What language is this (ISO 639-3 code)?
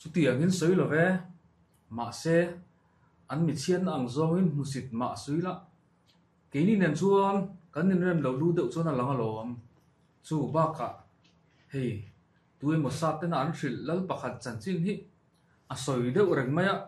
lus